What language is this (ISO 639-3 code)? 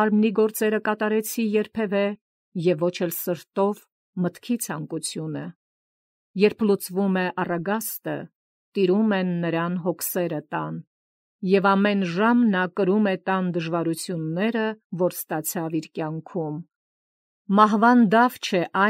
hye